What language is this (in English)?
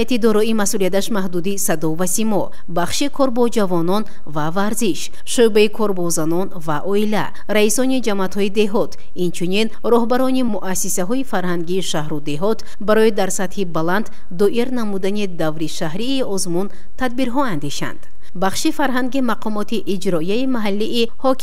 Tajik